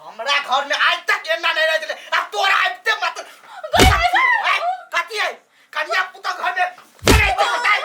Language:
Maithili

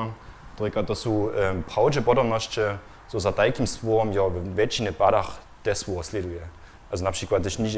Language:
Upper Sorbian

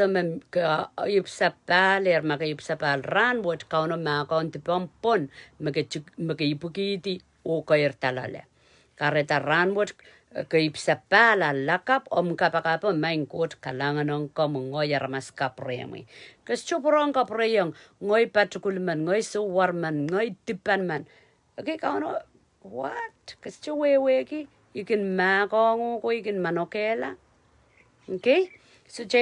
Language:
Pohnpeian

